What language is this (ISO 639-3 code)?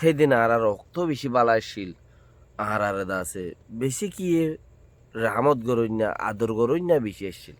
rhg